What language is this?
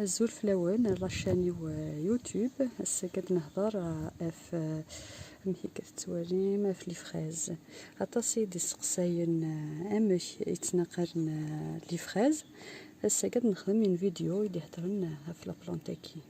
Kabyle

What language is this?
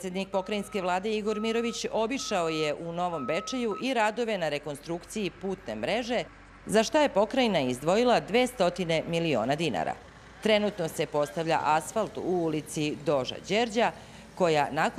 Serbian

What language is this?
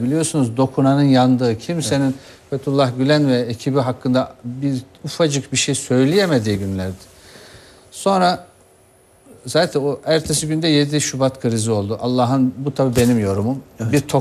Turkish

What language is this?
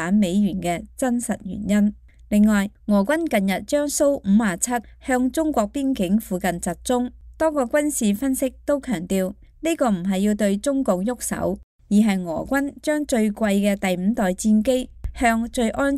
Cantonese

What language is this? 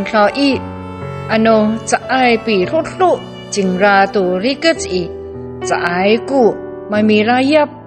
Amis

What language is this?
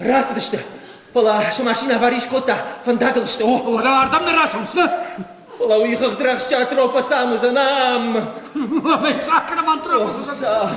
Ossetic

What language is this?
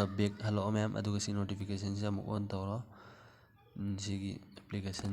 Manipuri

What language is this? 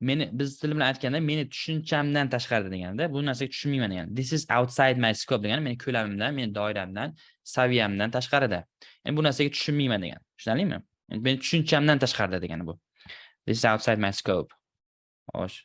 Uzbek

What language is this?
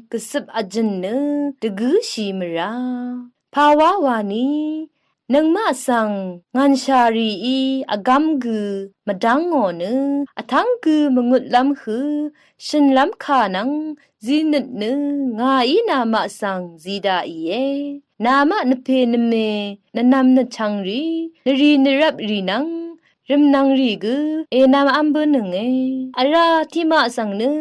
Rawang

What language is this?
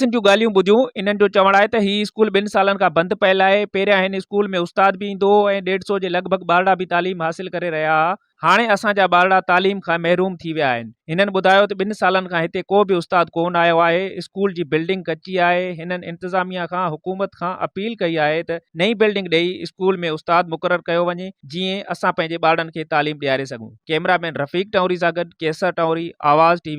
Sindhi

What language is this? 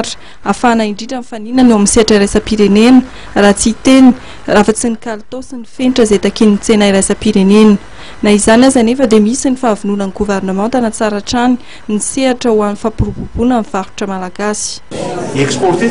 Malagasy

